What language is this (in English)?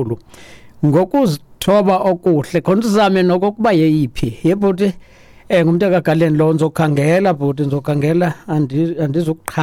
Xhosa